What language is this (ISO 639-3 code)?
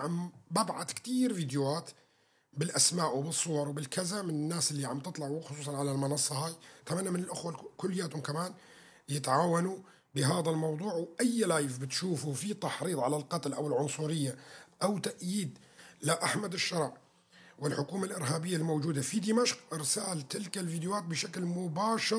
kur